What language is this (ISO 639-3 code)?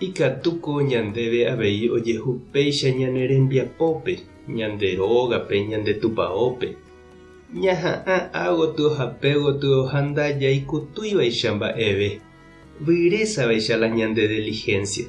grn